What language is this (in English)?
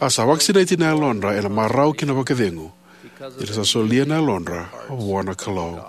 Fijian